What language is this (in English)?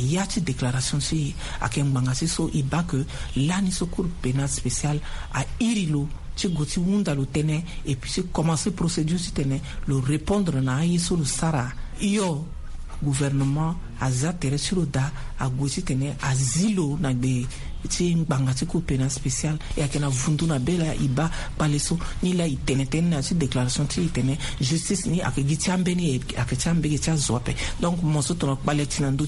Sango